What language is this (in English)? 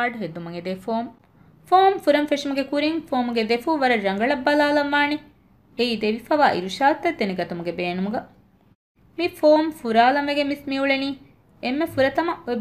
Divehi